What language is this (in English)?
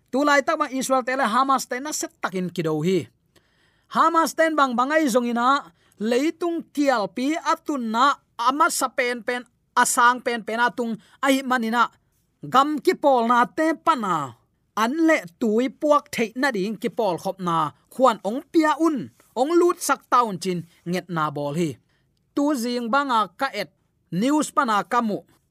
Tedim Chin